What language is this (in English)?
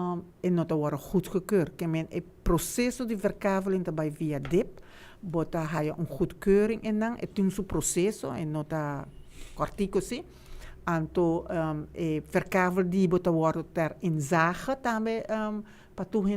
Papiamento